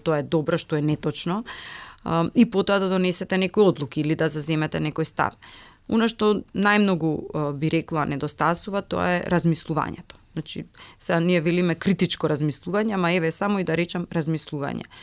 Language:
Macedonian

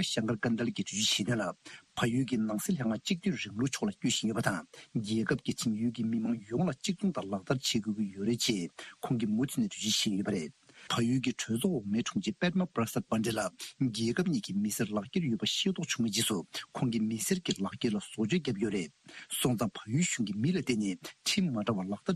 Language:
Tibetan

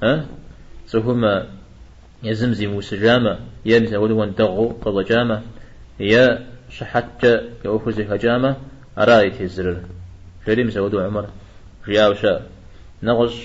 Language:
Kabardian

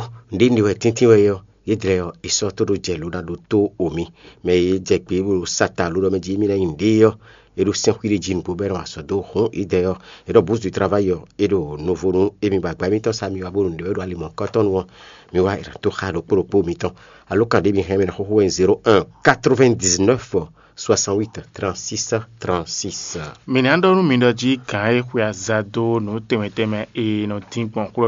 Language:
Fon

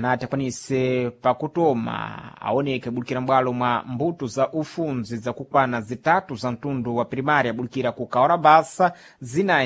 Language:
Sena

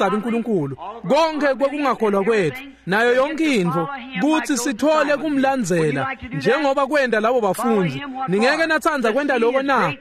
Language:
Swati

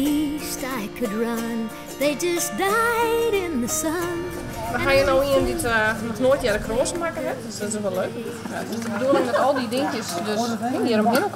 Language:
Western Frisian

